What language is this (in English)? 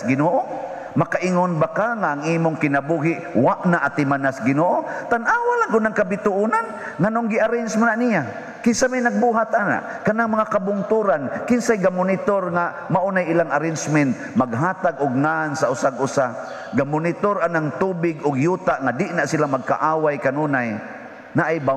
Cebuano